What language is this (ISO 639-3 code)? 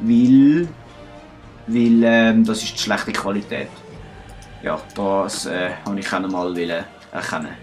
gsw